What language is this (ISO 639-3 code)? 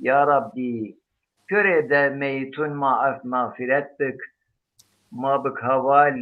zza